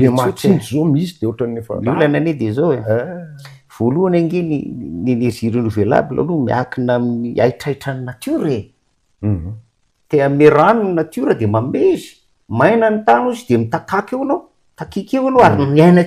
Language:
Malagasy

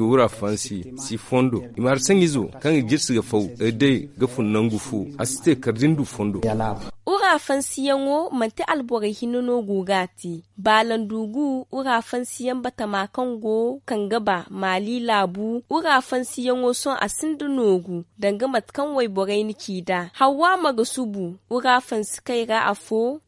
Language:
Zarma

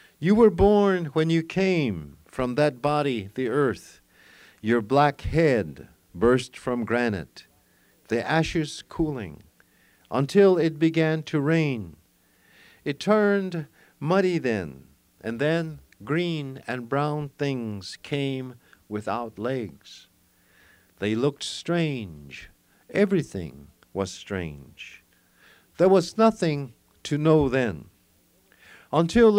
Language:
English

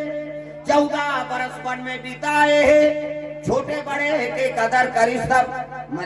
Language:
Chhattisgarhi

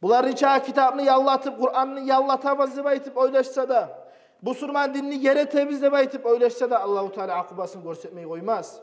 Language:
Kumyk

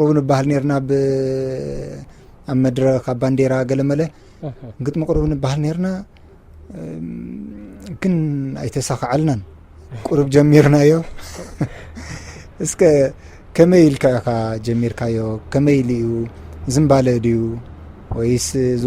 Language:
Tigrinya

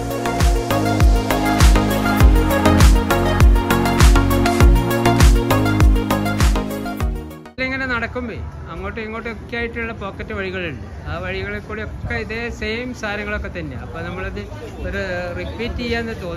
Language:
Malayalam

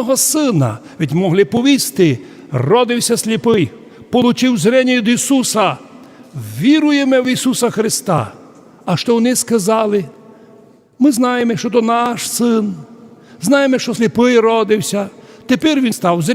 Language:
Rusyn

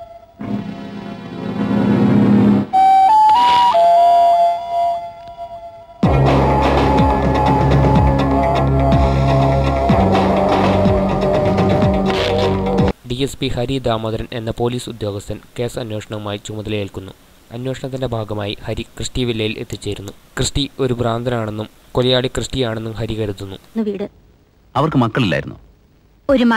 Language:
Malayalam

